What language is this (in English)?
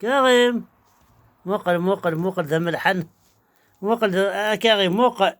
Kabyle